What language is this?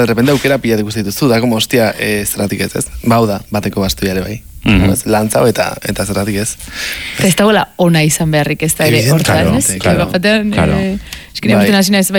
Basque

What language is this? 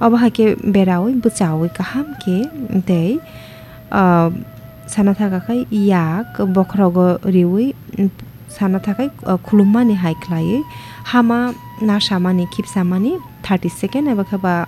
Kok Borok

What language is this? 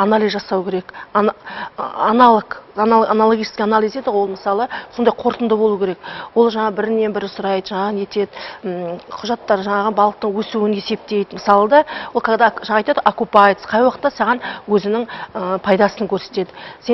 Kazakh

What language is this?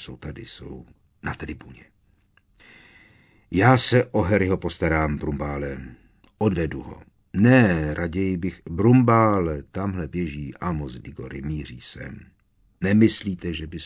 Czech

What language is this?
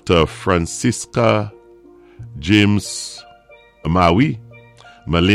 Saint Lucian Creole French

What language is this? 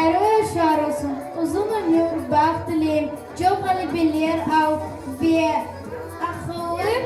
Crimean Tatar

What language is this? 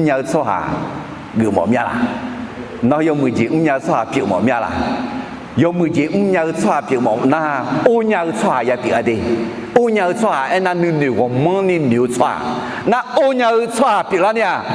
Akha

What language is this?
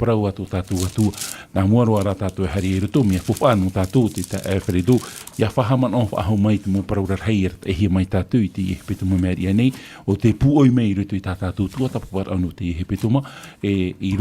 Tahitian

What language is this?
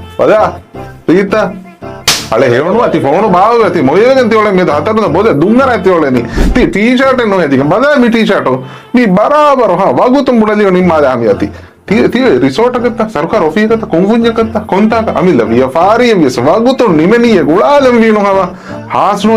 Divehi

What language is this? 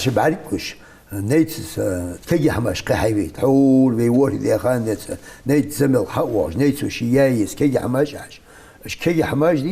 Ingush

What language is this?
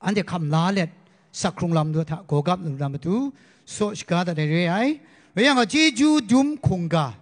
Kachin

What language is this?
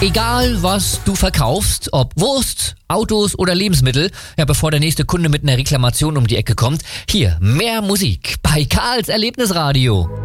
German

